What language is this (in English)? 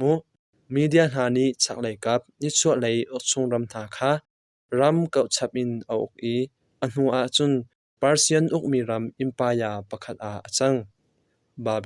Hakha Chin